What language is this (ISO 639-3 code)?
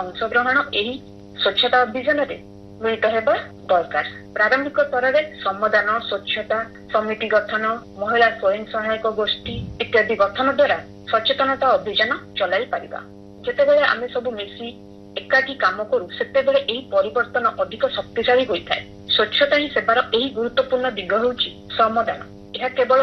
ori